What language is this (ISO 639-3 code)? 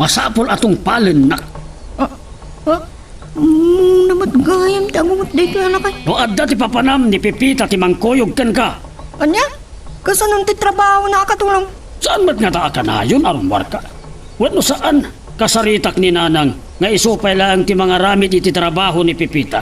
ilo